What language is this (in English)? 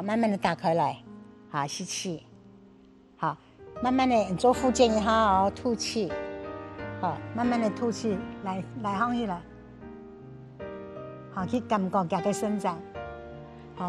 Hakka Chinese